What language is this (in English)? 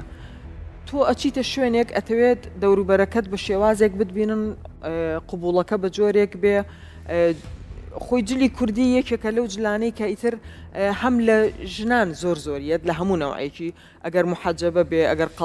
Central Kurdish